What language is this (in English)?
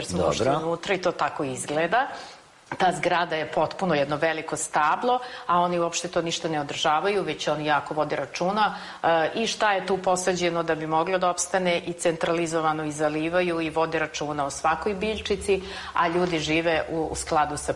Serbian